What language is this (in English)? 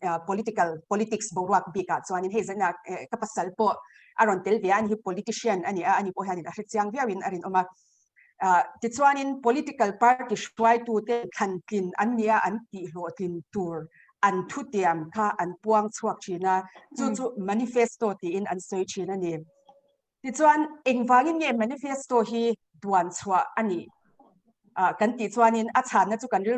Mizo